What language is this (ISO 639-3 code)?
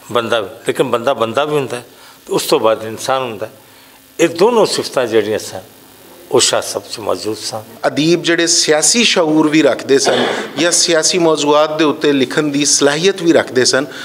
lah